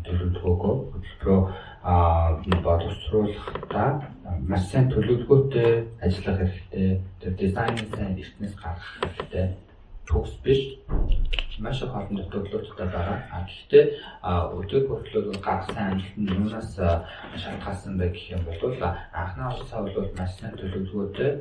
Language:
Mongolian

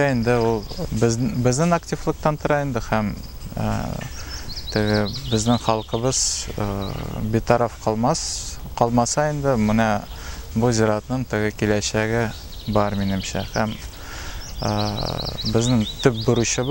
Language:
Tatar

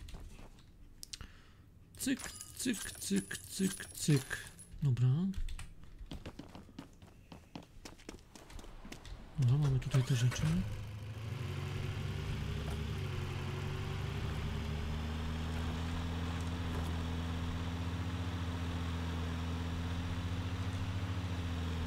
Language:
Polish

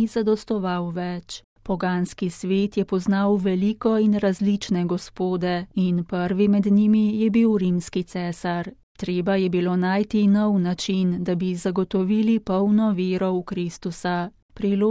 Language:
Slovenian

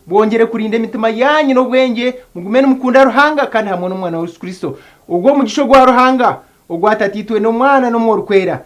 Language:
Nyankole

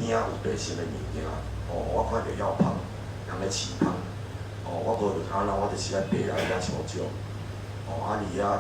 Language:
Min Nan Chinese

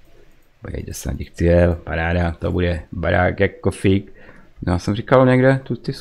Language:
Czech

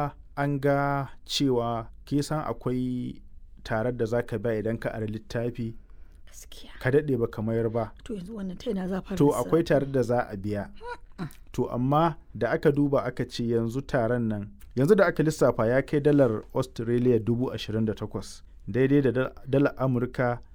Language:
Hausa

